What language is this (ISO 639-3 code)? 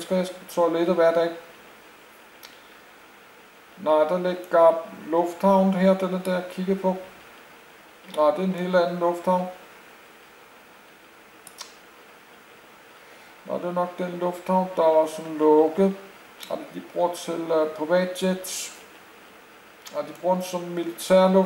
dan